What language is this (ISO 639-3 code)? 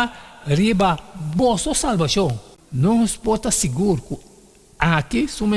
pap